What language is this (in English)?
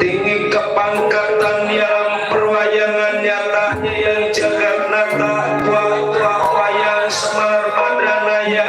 Betawi